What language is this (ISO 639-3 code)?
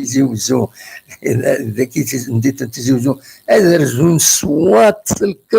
kab